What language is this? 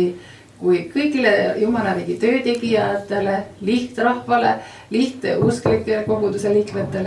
Estonian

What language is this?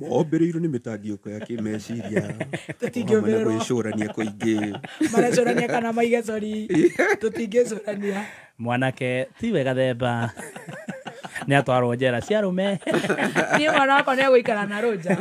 Kikuyu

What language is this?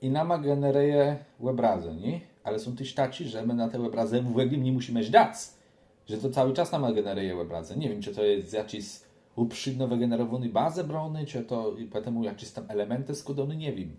Kashubian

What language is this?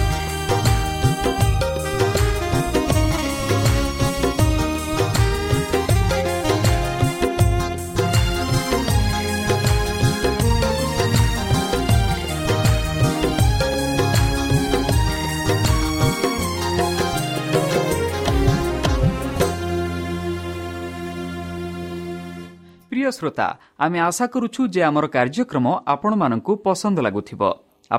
Odia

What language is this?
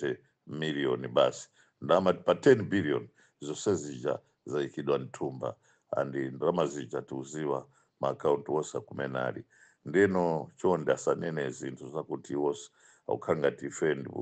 Nyanja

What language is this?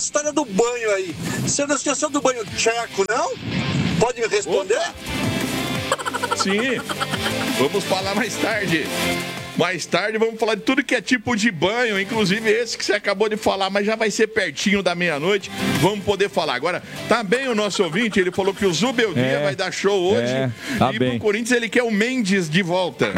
Portuguese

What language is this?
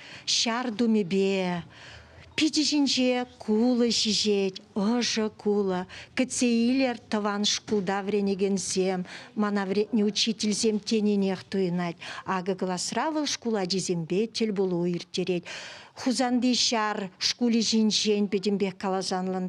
Chuvash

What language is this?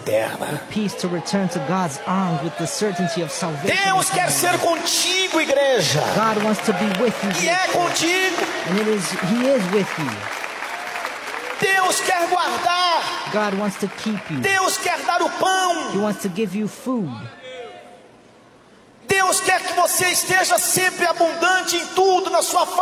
Portuguese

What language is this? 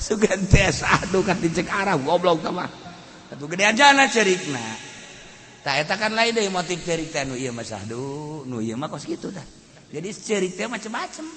Sundanese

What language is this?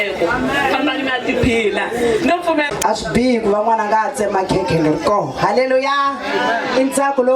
Tsonga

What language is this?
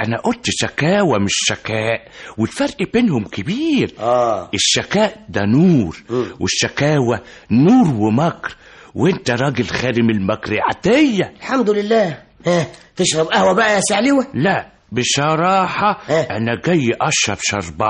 Egyptian Arabic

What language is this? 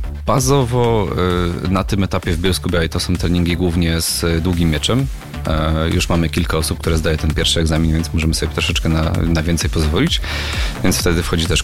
Polish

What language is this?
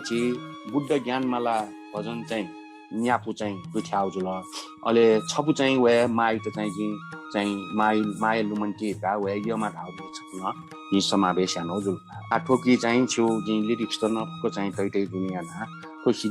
Newari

